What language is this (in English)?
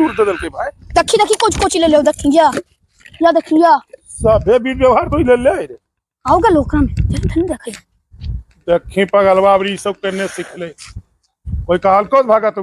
Magahi